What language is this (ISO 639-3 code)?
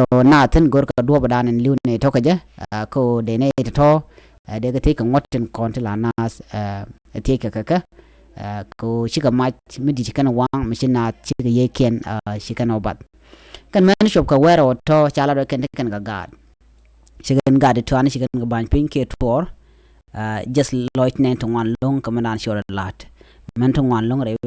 nus